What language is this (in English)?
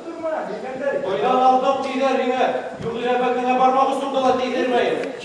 Bashkir